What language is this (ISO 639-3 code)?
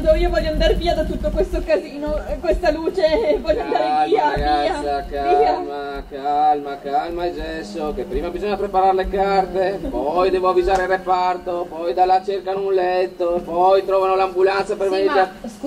ita